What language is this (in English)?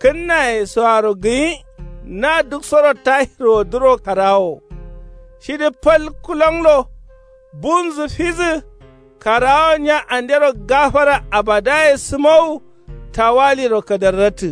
Kanuri